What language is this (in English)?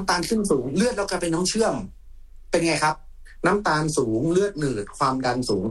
Thai